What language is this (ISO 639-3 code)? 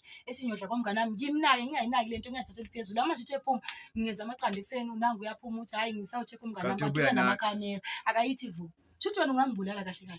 zul